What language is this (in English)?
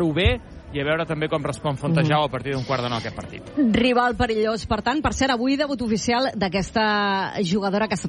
Catalan